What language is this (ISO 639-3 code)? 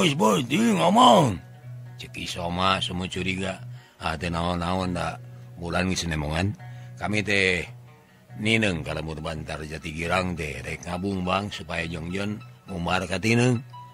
sun